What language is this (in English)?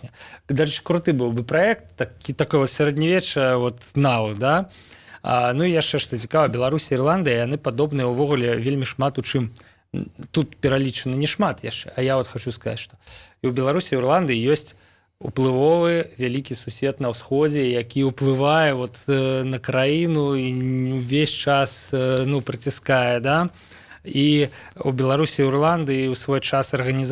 Belarusian